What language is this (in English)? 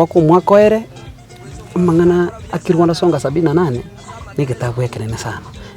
Gusii